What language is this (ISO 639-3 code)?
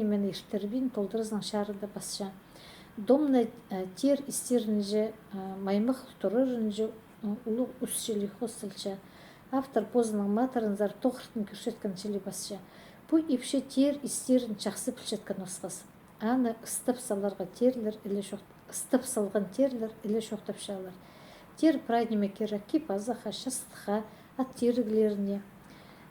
kjh